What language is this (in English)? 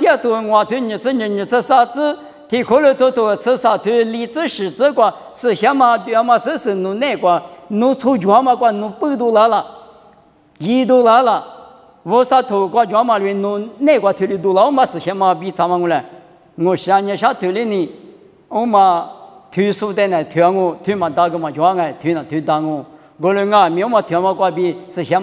Lisu